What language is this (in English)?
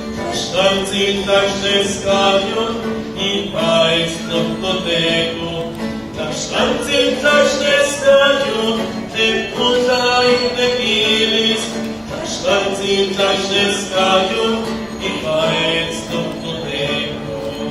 Nahuatl languages